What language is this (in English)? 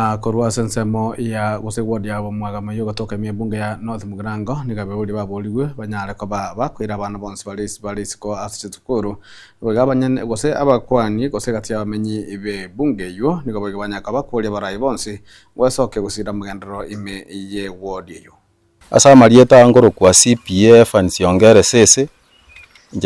Gusii